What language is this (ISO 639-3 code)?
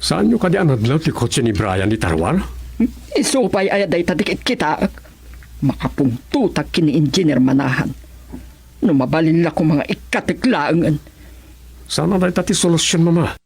ilo